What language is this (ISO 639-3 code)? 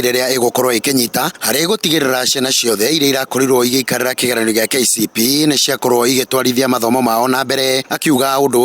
kik